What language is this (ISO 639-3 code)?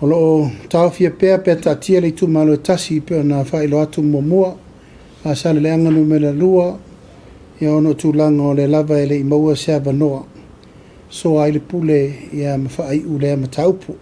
smo